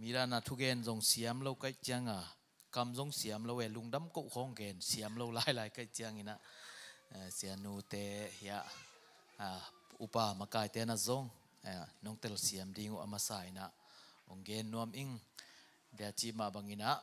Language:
Tedim Chin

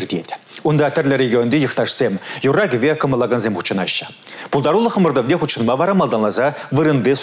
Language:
Chuvash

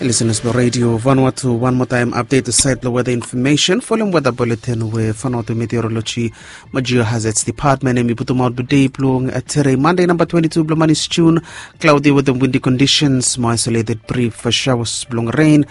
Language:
Bislama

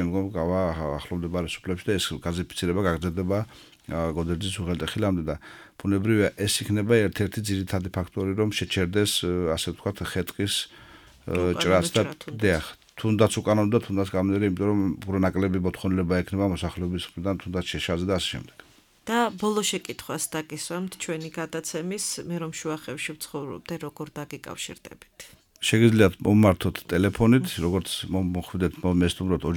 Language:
Georgian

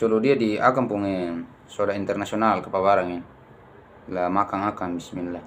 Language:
Ambonese Malay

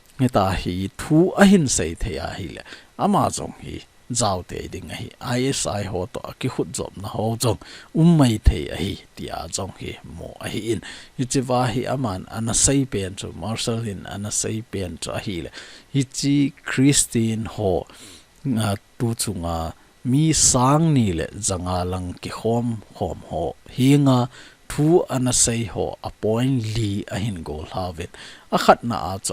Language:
Thado Chin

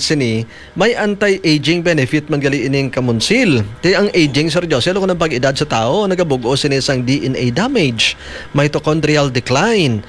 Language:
Hiligaynon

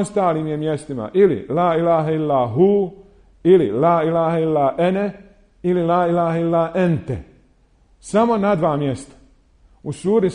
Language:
Bosnian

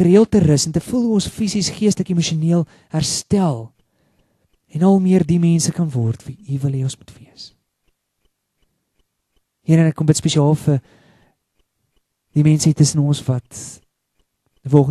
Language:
Afrikaans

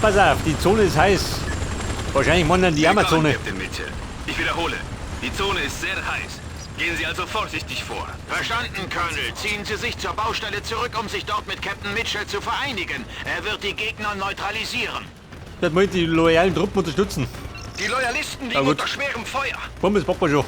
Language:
Bavarian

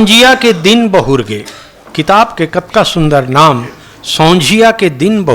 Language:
Chhattisgarhi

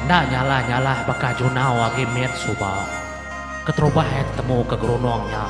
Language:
Iban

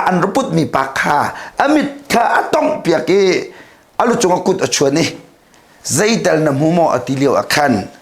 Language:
Hakha Chin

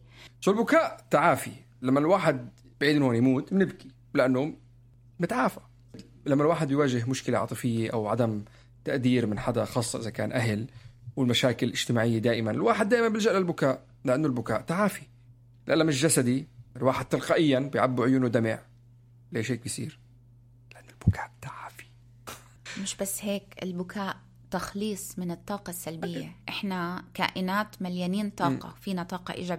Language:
North Levantine Arabic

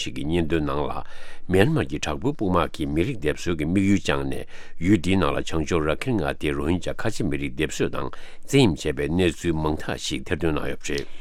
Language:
Tibetan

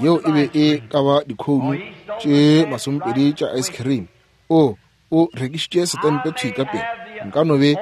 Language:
Northern Sotho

